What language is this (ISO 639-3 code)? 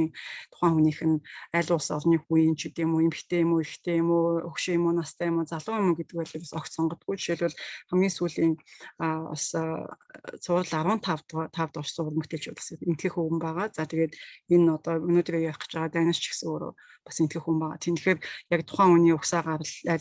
mon